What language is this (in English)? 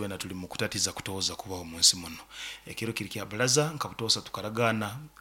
Nyoro